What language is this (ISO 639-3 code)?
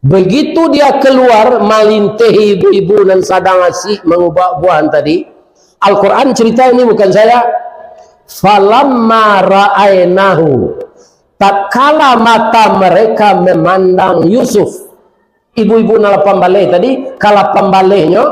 min